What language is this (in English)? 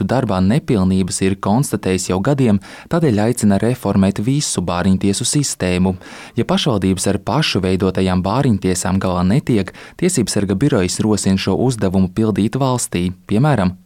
Latvian